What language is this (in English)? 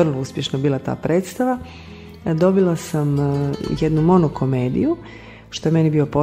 Croatian